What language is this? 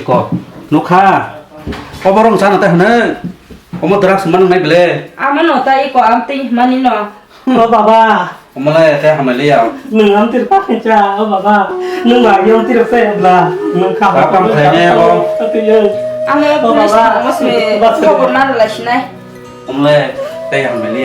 Kok Borok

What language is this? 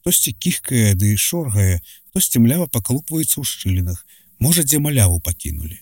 Belarusian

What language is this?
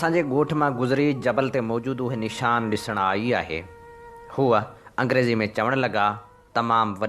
Sindhi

